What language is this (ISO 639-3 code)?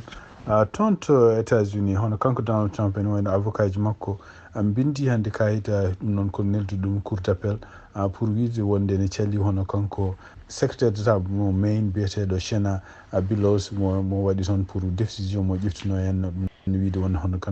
ful